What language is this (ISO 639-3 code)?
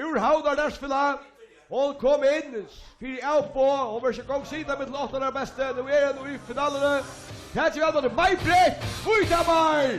fao